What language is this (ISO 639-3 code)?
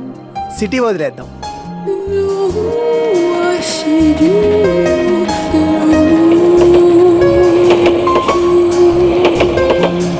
tel